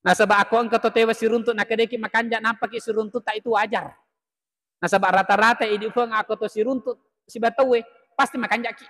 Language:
Buginese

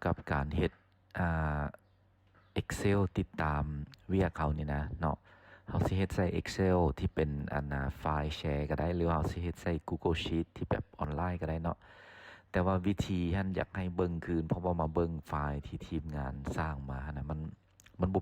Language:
Lao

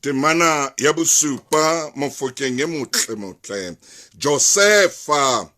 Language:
Southern Sotho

